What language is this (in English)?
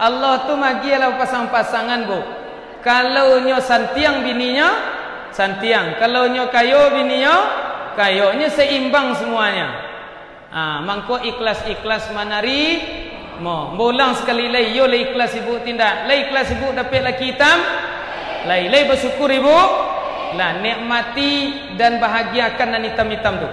Minangkabau